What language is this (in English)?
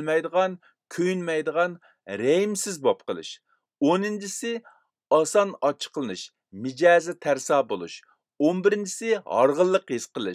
Uyghur